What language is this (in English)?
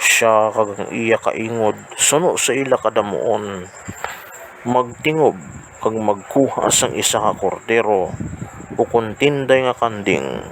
Hiligaynon